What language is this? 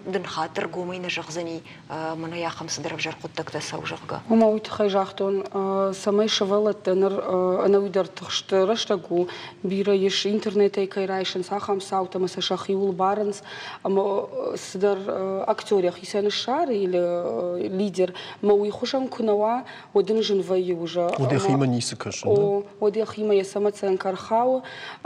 Ossetic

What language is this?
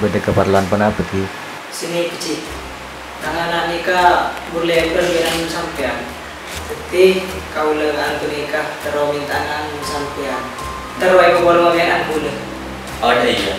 Madurese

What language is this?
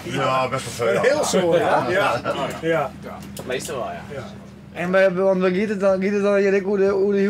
Western Frisian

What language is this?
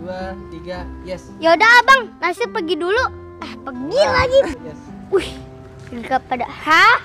Betawi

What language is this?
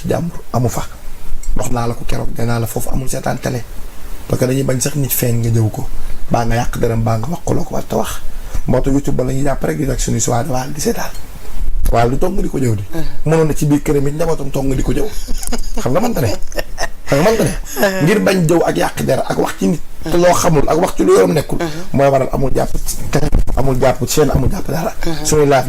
Wolof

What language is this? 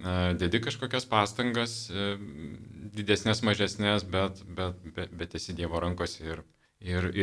Lithuanian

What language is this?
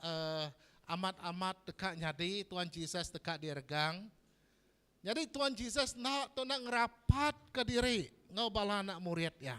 Iban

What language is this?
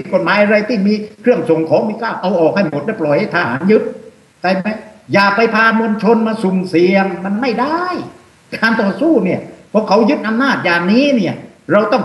Thai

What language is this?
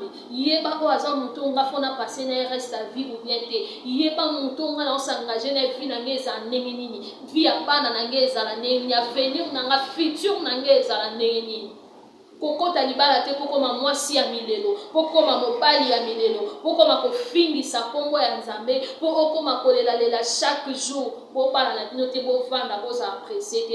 Lingala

